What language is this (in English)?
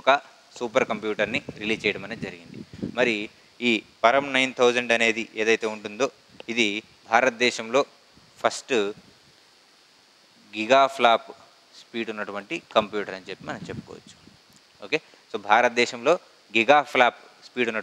Telugu